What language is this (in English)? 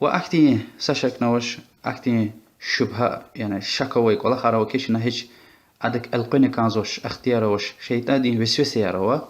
Lezghian